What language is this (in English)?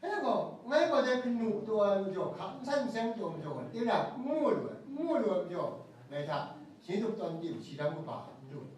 Kachin